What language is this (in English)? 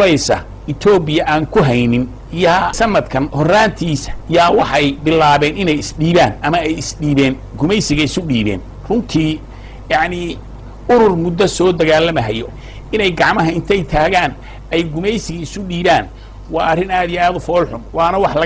Somali